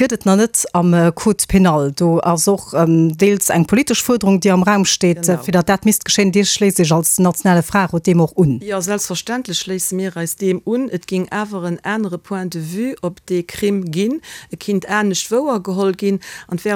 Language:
Luxembourgish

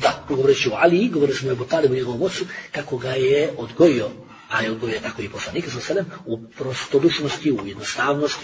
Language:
Bosnian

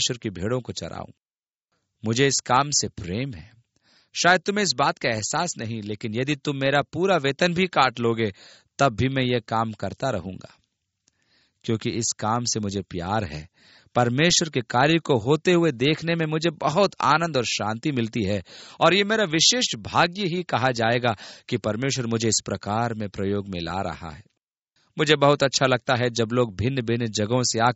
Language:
Hindi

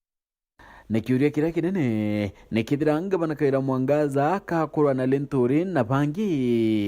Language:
Meru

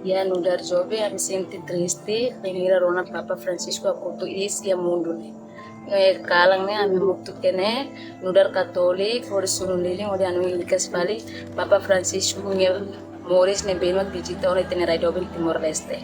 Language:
Tetum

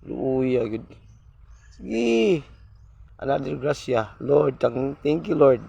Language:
Cebuano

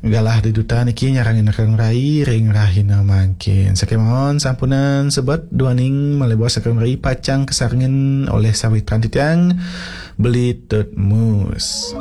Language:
Balinese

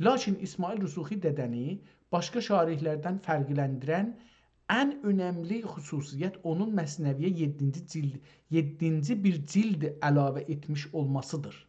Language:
South Azerbaijani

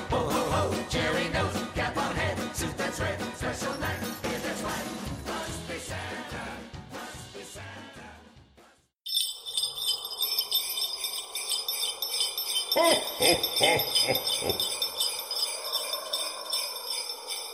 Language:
Swedish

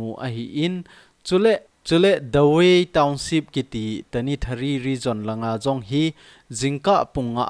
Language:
Thado Chin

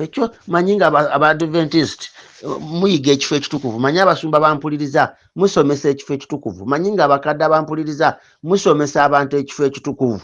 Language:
Ganda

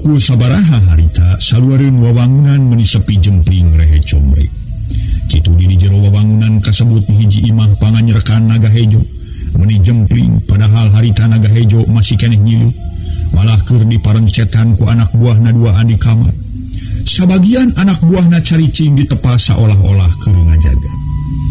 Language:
Sundanese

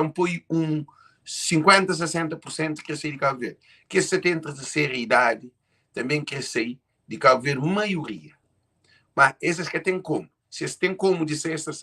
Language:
Kabuverdianu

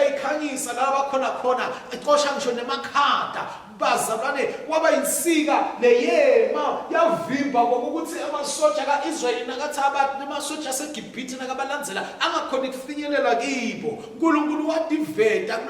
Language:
Swati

